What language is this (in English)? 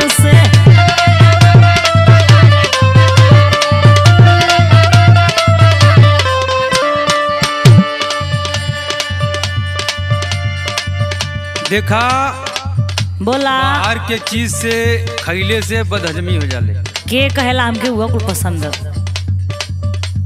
Bhojpuri